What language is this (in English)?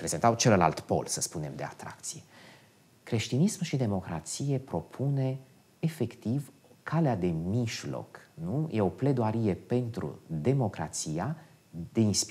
Romanian